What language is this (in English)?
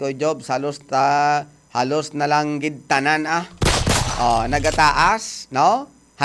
Hiligaynon